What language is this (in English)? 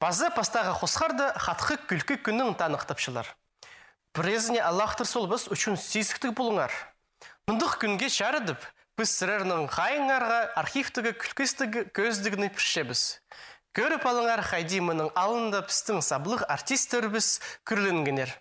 Khakas